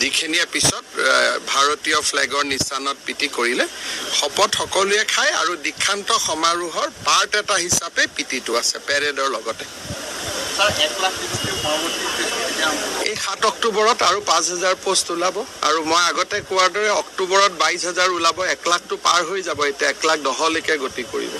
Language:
Assamese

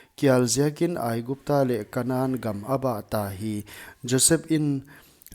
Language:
Paite Chin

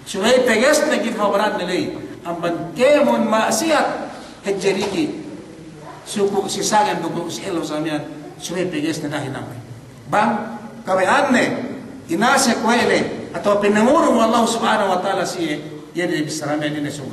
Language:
Yakan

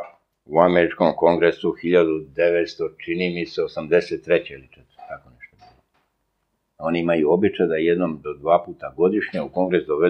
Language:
Serbian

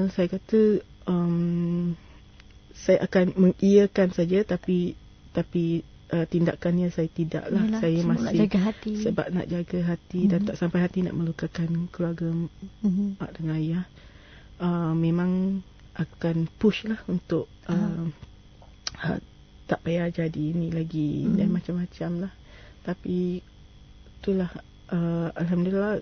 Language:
Malay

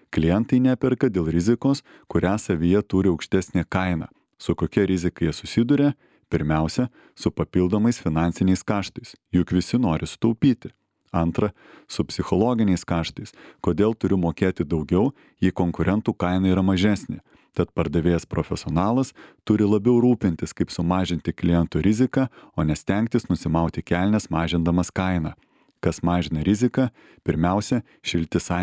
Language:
Lithuanian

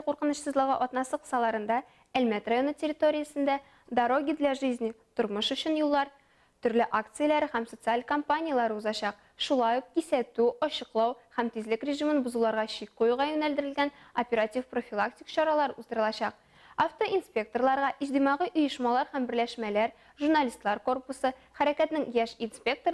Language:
Tatar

